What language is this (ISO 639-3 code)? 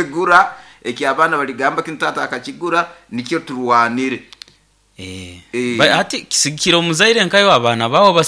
nyo